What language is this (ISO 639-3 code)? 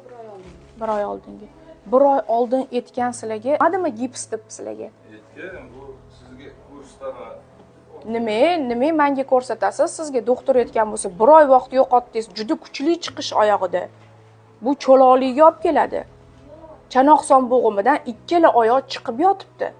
uzb